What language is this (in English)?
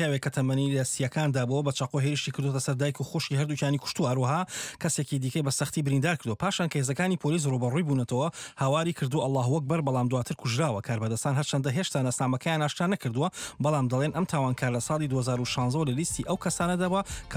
Central Kurdish